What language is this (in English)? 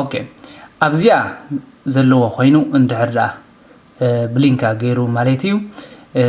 Tigrinya